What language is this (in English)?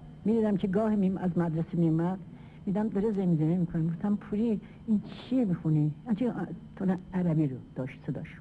Persian